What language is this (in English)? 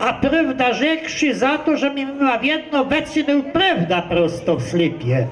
Kashubian